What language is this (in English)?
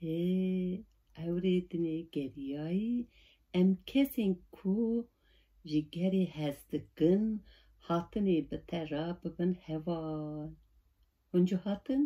Kurdish